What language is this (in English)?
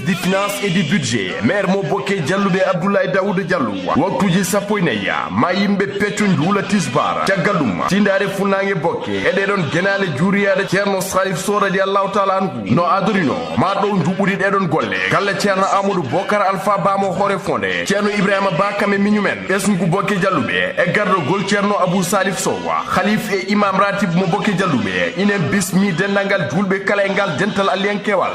Fula